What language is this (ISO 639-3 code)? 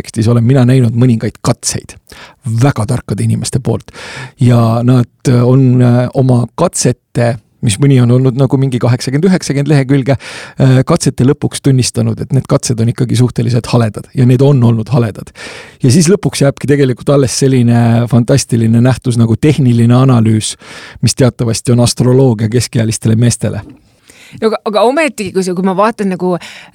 est